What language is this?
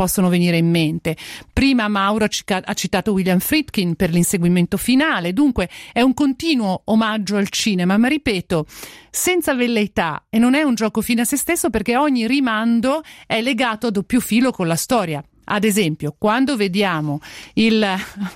Italian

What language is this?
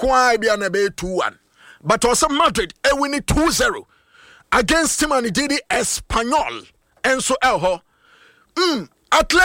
Akan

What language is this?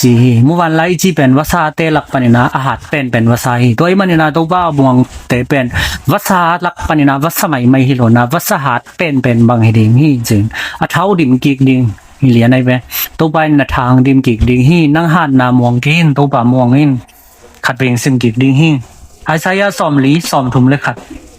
Tedim Chin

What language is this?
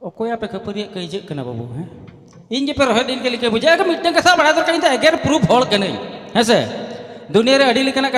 Santali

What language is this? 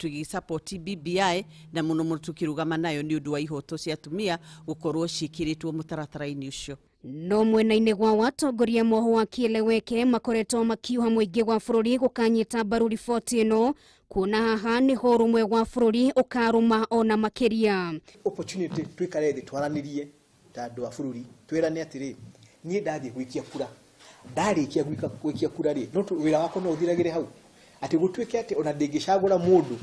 Kikuyu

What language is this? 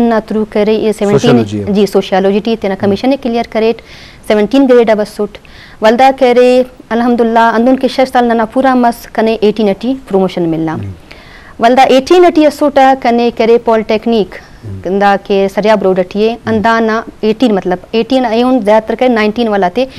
Eastern Balochi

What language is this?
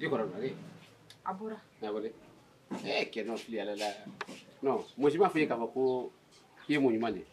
Shona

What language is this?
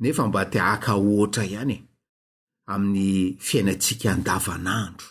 Malagasy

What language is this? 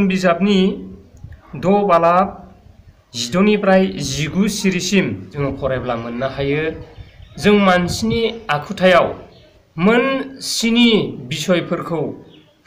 Bodo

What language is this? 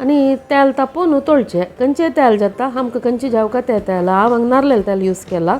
Konkani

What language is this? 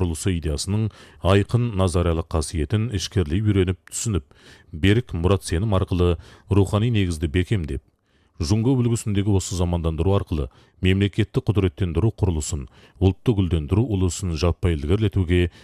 Kazakh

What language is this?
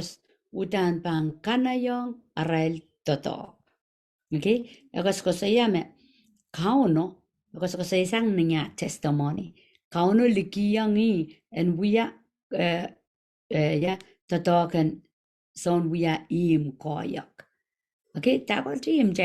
Pohnpeian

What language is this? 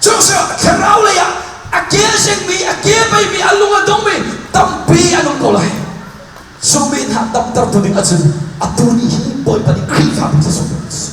Hakha Chin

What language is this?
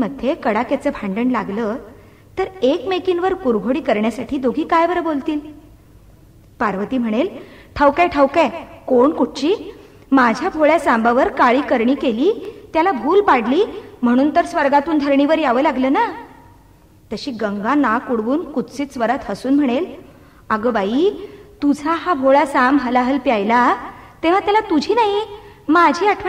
Marathi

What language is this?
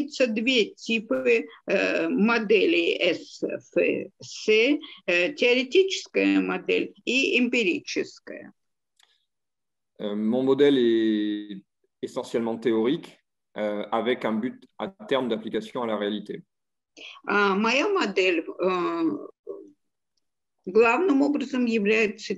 Russian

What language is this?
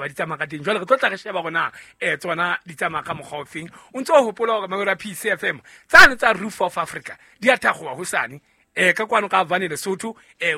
Southern Sotho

